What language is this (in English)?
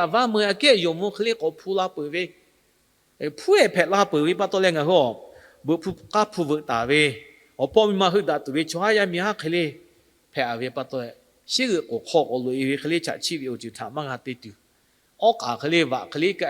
Lahu